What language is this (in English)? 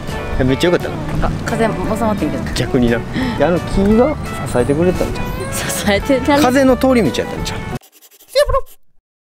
Japanese